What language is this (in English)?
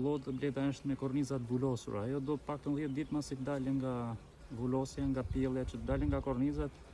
Albanian